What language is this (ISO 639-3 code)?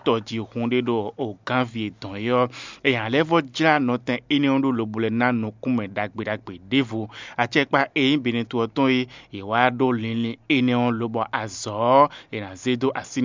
fon